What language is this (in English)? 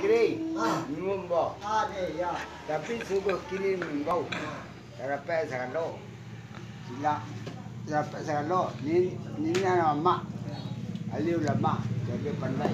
Minangkabau